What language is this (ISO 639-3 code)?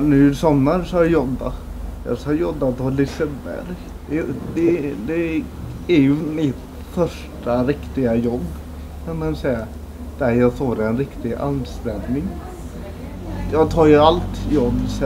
swe